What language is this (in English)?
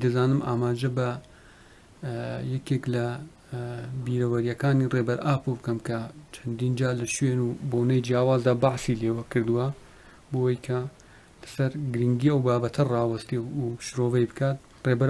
Central Kurdish